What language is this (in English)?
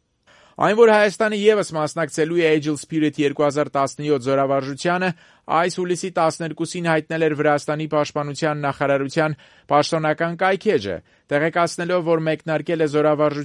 Armenian